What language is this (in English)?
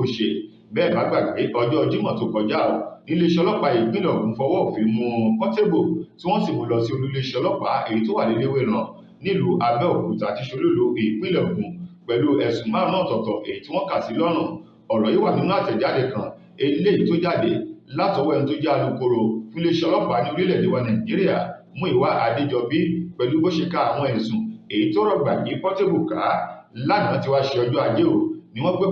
Yoruba